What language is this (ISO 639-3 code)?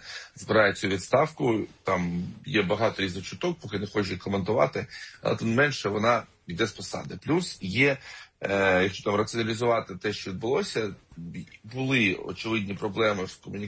ukr